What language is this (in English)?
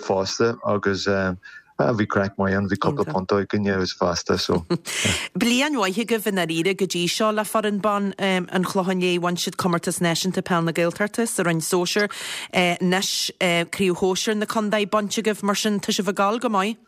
Irish